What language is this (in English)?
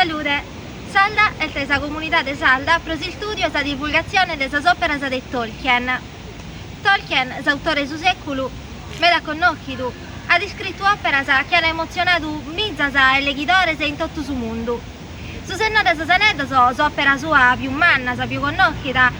Sardinian